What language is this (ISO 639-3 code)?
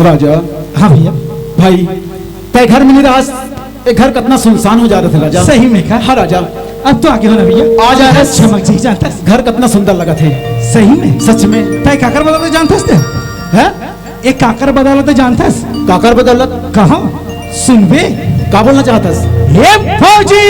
hne